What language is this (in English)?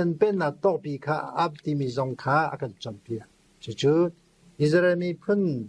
Hakha Chin